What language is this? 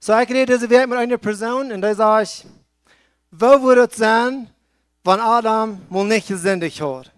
Plautdietsch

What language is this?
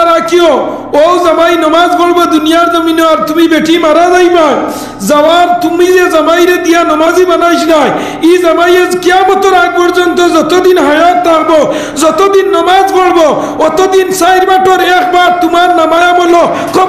Sylheti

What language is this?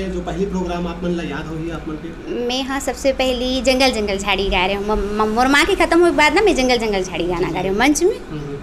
Chhattisgarhi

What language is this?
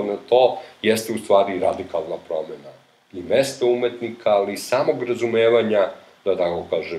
Serbian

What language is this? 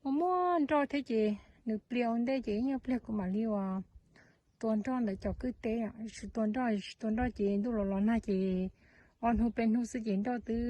Hmong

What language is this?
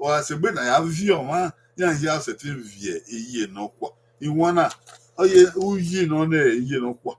Bini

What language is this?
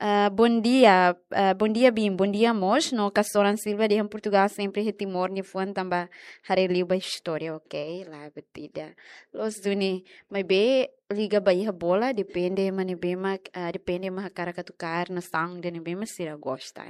Tetum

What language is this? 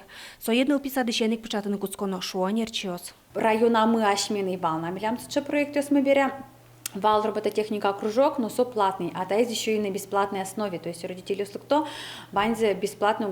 Udmurt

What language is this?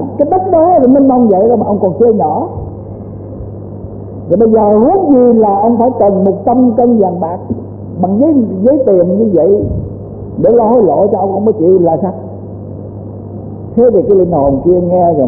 Vietnamese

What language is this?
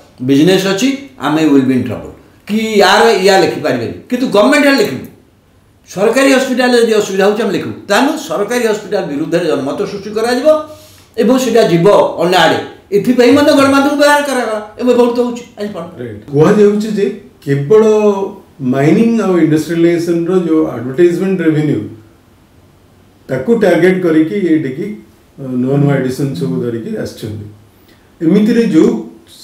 Odia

